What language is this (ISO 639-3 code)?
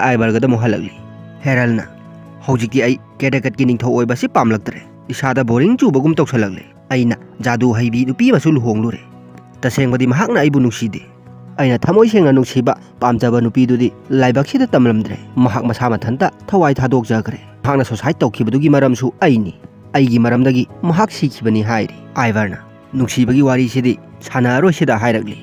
mni